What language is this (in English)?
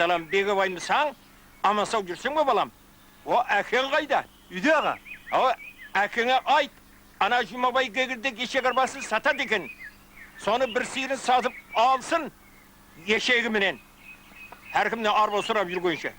Kara-Kalpak